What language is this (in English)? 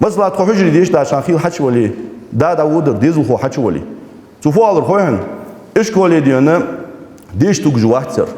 Ingush